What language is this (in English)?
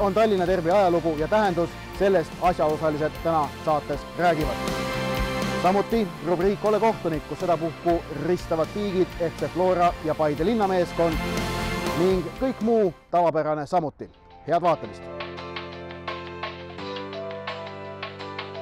Estonian